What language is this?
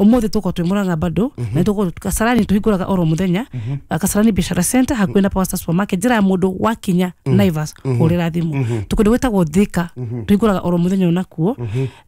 Kikuyu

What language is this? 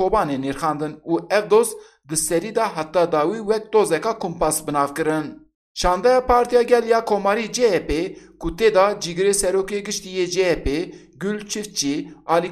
Kurdish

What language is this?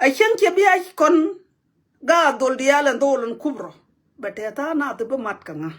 Nuer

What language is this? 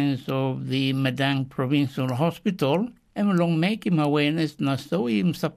Tok Pisin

